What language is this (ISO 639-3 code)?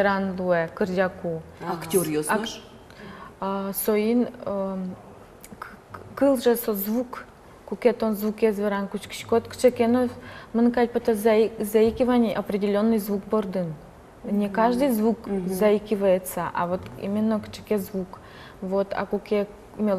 udm